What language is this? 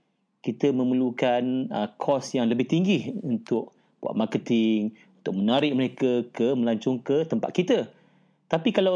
Malay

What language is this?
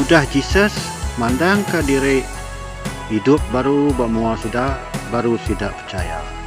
Iban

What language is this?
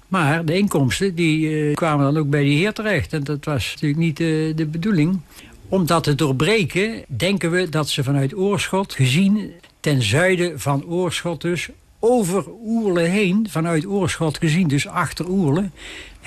Dutch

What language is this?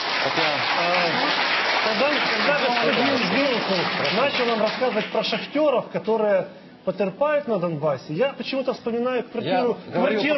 Russian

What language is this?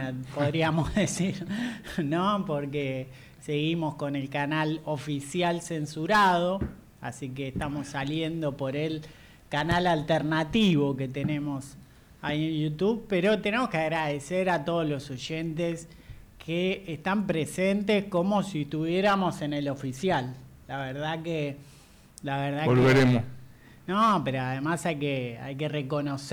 Spanish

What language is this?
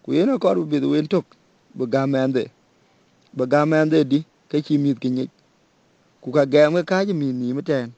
Dinka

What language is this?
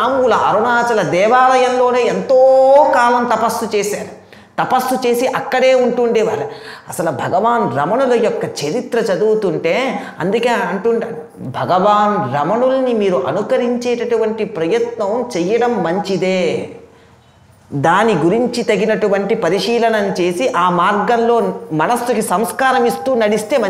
Telugu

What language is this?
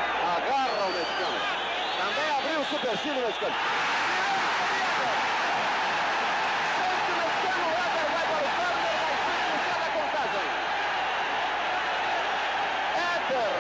Portuguese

